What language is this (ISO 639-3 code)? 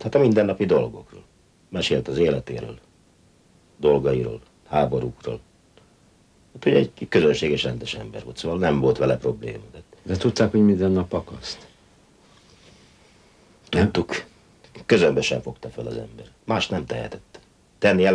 hun